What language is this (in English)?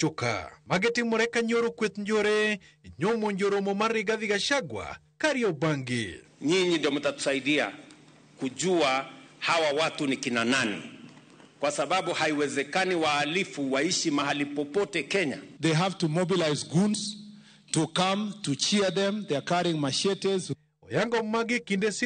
Luo (Kenya and Tanzania)